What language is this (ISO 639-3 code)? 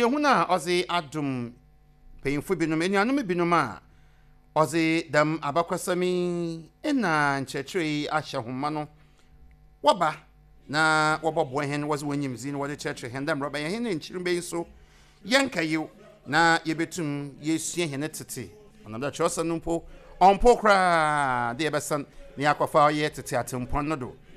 aka